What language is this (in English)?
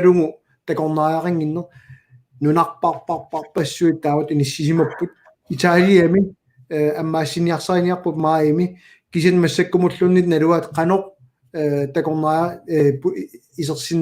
Kalaallisut